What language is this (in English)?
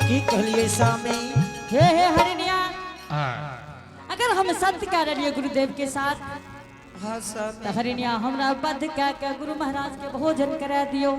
Angika